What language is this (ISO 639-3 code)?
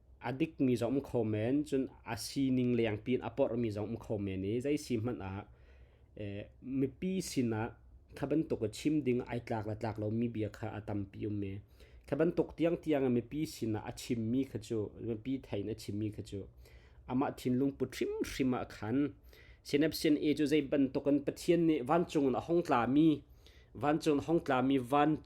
cnh